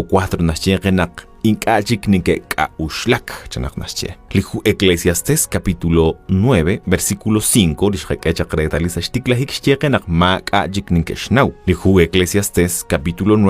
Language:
Kekchí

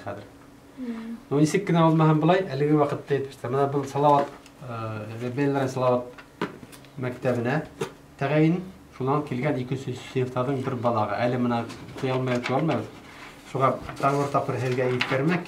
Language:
Bashkir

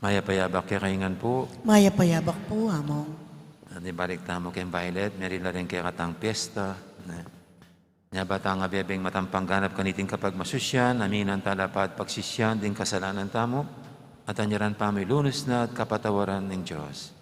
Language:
Pampanga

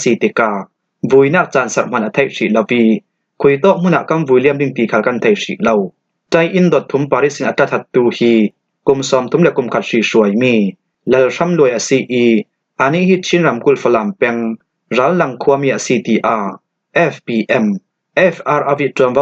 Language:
Falam Chin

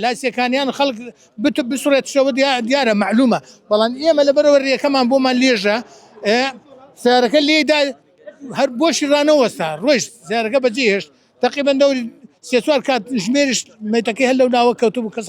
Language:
Central Kurdish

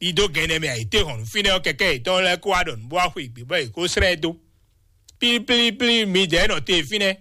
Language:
Fon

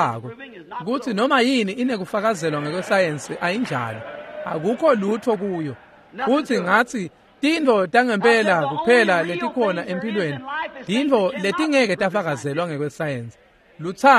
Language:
Swati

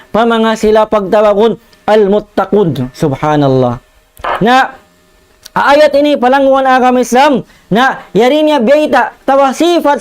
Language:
Tausug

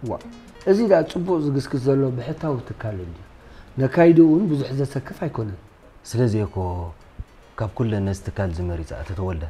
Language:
Tigrinya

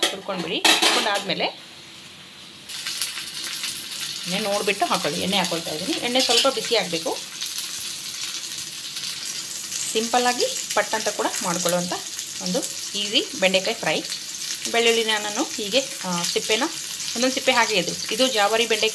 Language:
Kannada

